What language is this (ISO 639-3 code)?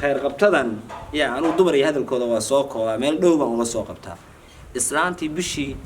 som